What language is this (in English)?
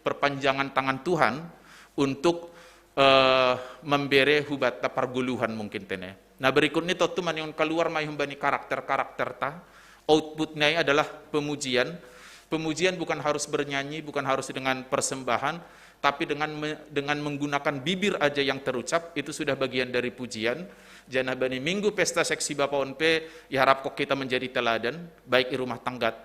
Batak Simalungun